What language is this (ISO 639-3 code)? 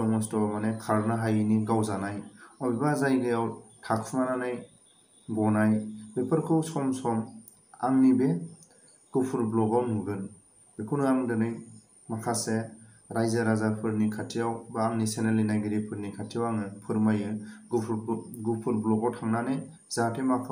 brx